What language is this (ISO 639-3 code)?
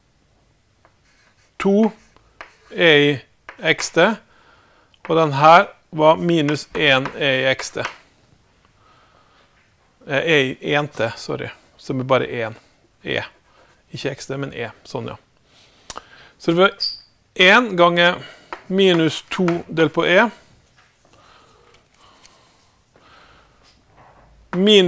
nor